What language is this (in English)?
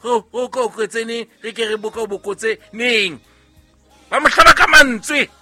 Southern Sotho